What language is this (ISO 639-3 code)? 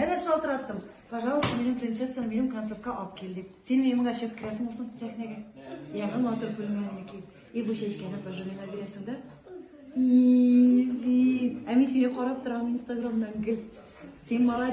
tat